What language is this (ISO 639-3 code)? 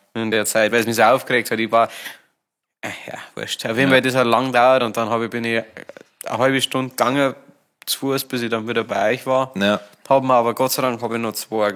bar